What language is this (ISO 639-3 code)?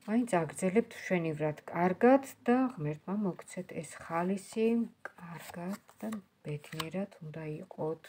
kat